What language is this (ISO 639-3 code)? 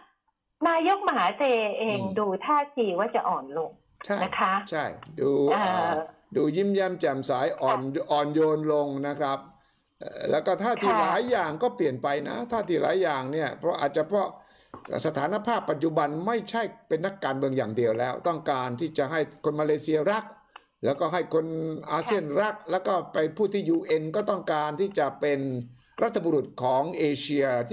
tha